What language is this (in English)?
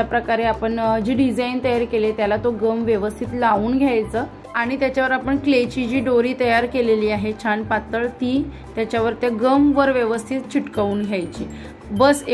Marathi